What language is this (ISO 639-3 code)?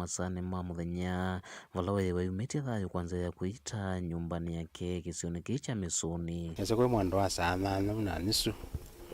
kam